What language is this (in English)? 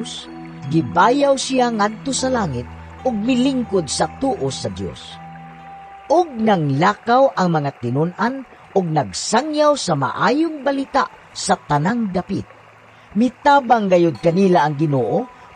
Cebuano